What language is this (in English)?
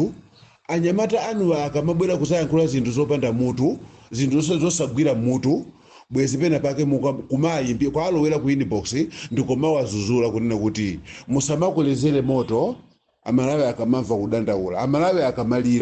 Nyanja